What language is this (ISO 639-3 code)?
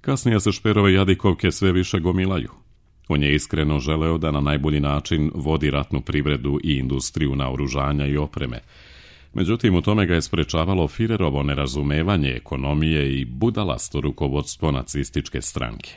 srp